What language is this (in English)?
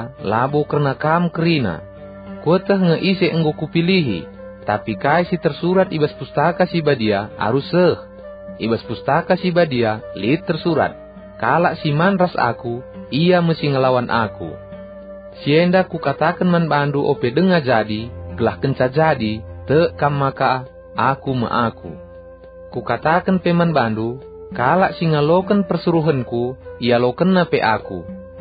Batak Karo